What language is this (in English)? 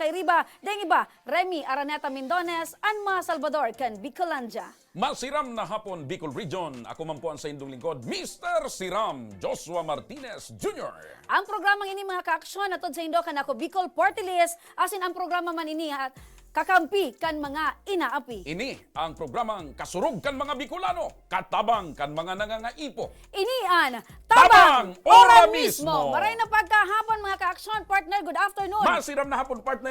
Bikol